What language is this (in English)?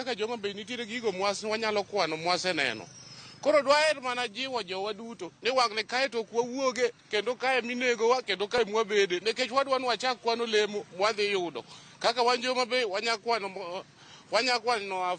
Luo (Kenya and Tanzania)